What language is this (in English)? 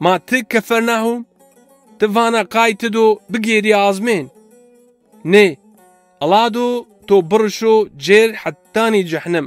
Zaza